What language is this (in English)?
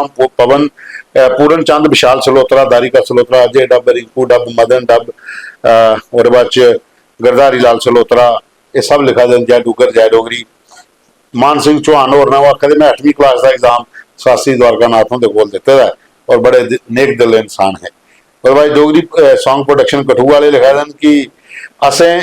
Dogri